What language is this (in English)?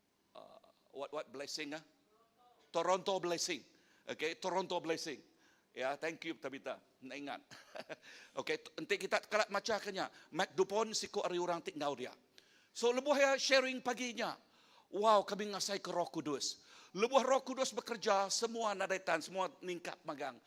Iban